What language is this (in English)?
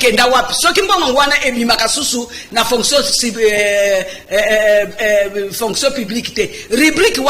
Lingala